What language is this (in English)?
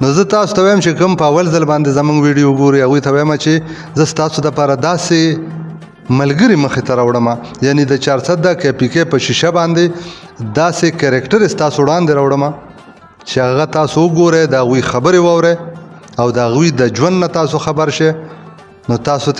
Pashto